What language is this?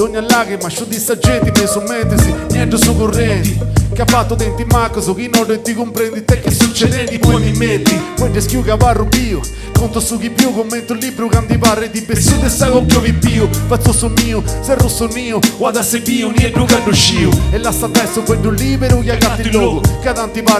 Sardinian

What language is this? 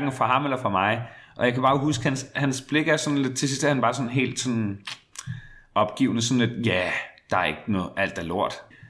Danish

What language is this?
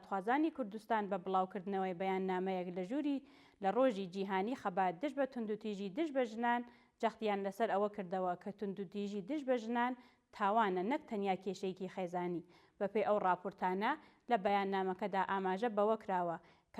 Central Kurdish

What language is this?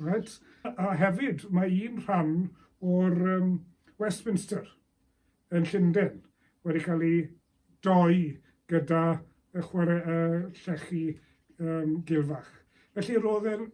Welsh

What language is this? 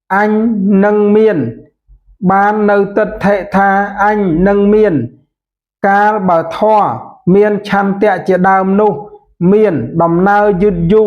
Khmer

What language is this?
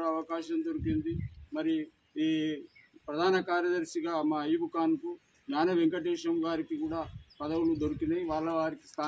Telugu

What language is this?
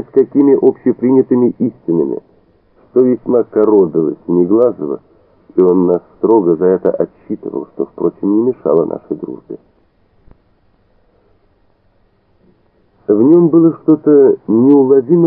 Russian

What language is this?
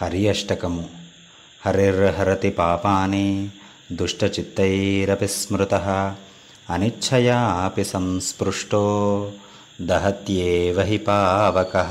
Sanskrit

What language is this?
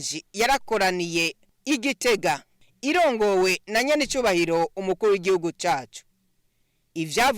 Rundi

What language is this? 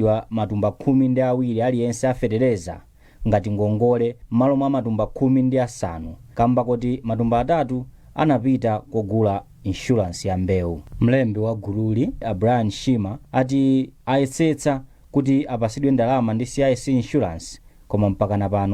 Nyanja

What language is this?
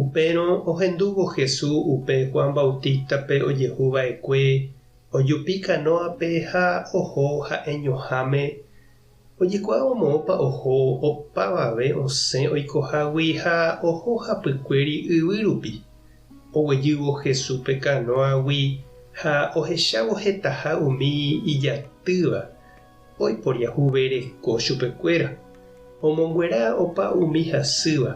Guarani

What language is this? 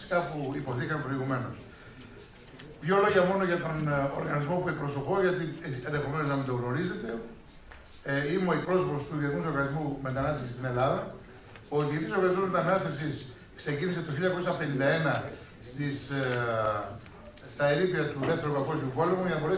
Greek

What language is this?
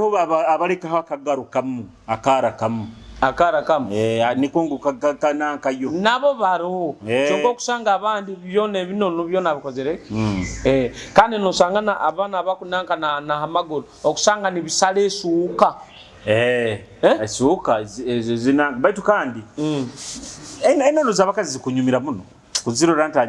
Nyoro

